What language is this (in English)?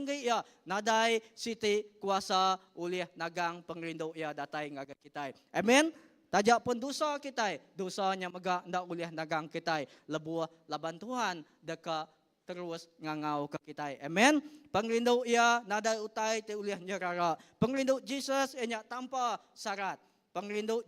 Iban